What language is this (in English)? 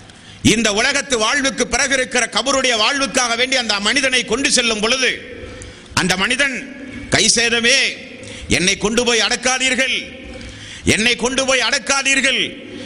Tamil